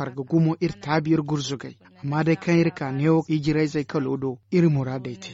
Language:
Zarma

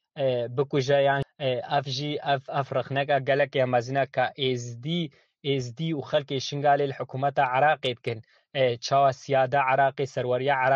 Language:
Kurdish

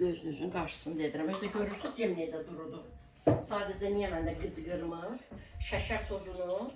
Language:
Azerbaijani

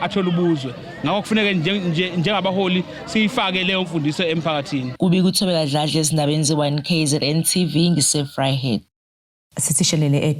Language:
Zulu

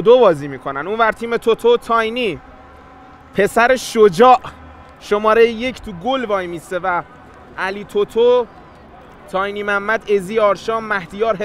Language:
Persian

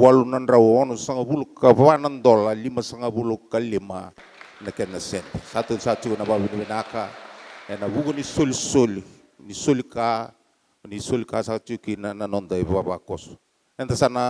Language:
Fijian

